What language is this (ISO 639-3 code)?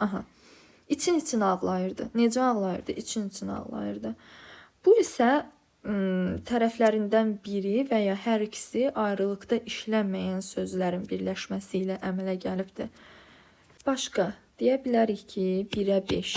aze